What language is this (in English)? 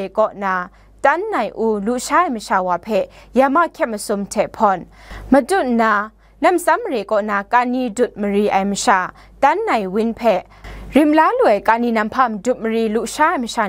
Kachin